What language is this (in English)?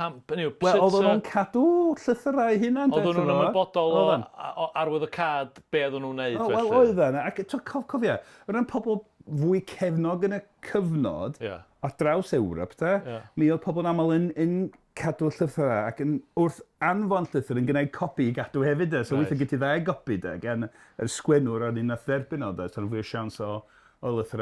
Welsh